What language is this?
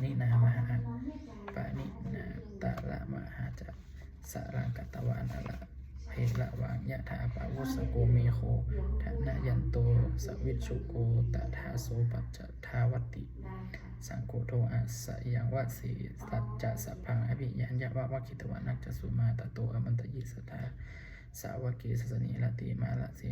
Pali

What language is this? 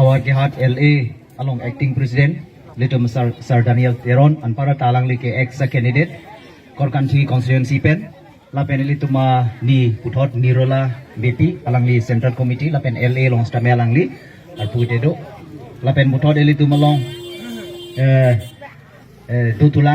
Karbi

